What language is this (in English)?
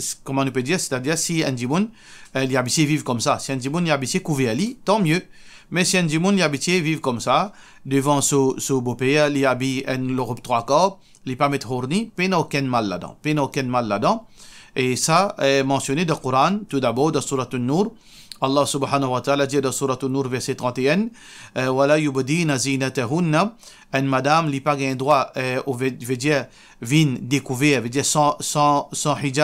Morisyen